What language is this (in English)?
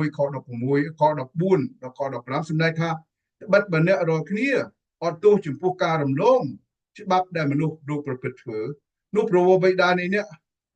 Khmer